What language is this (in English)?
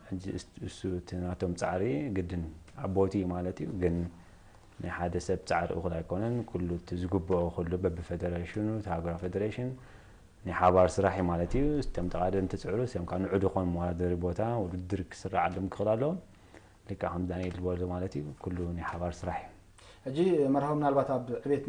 Tigrinya